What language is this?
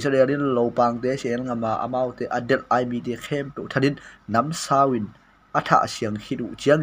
Tedim Chin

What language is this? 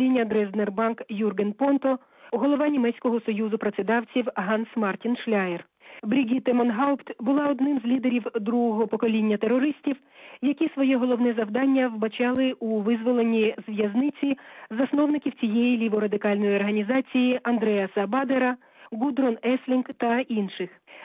Ukrainian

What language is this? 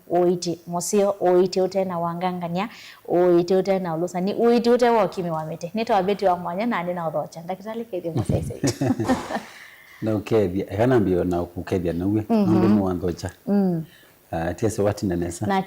Kamba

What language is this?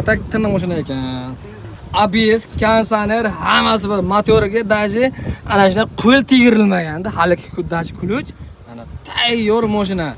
Uzbek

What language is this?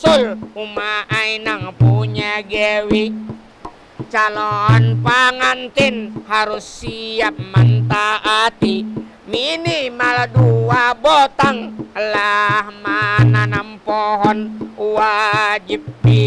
Banjar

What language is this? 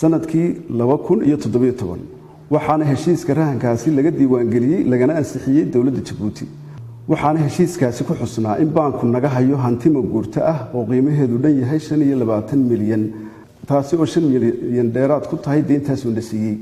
Somali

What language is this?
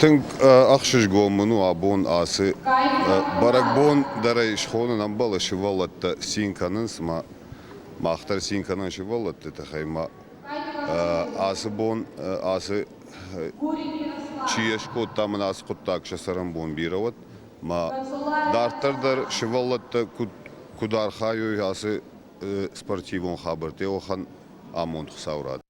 Ossetic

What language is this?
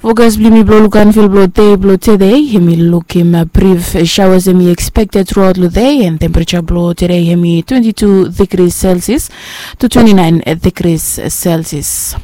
Bislama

